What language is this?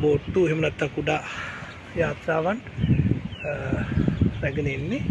Sinhala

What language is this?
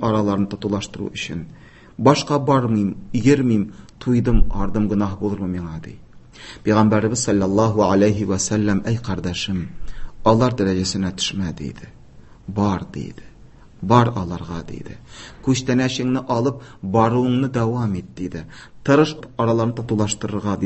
Tatar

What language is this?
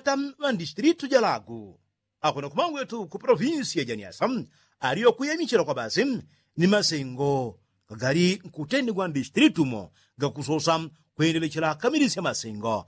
Yao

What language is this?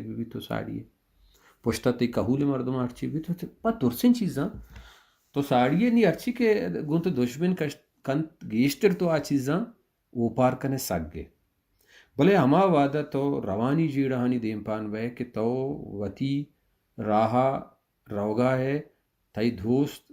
Baluchi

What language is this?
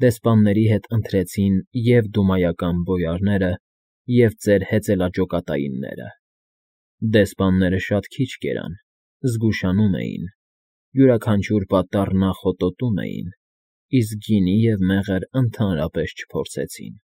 Armenian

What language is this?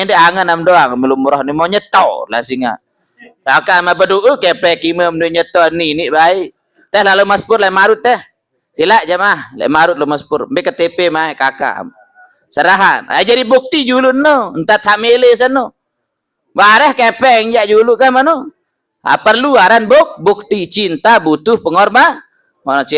Sasak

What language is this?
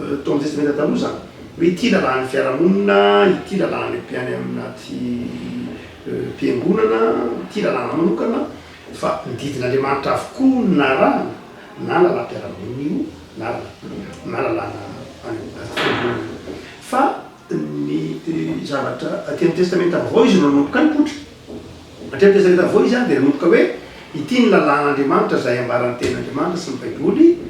Malagasy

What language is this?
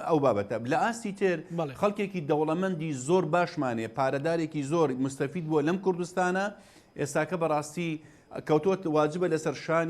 Central Kurdish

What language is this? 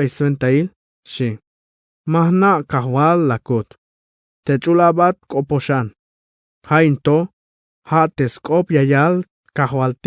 Tzeltal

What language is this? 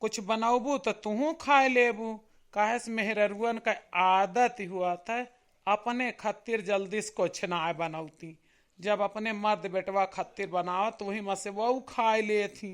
Awadhi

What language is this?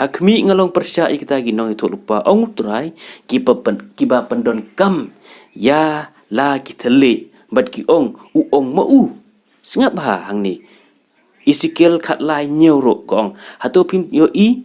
Khasi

